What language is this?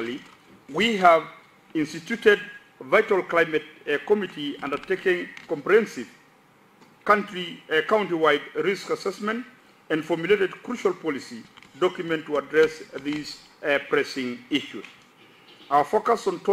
Masai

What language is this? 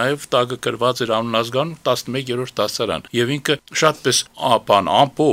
Armenian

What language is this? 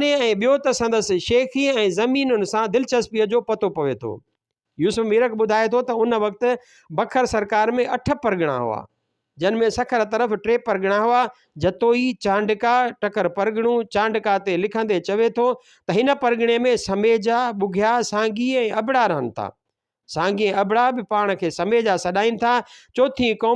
Sindhi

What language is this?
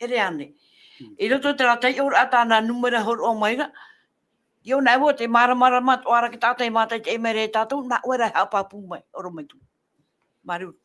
Tahitian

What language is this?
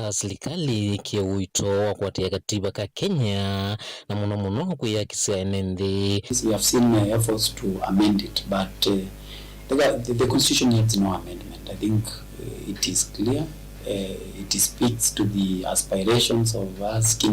Kamba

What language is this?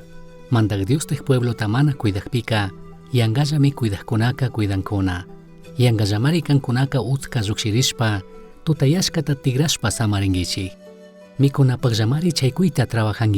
Chimborazo Highland Quichua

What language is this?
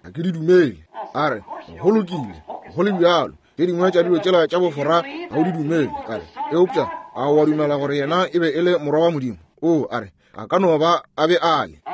Northern Sotho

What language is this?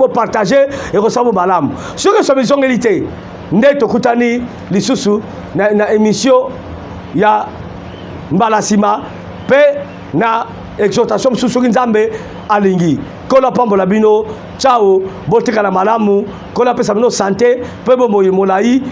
Lingala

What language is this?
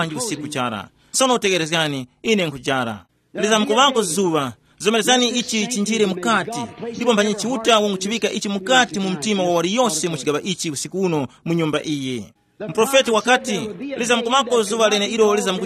Tumbuka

